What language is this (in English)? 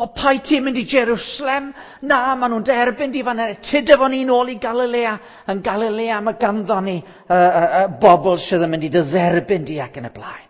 Welsh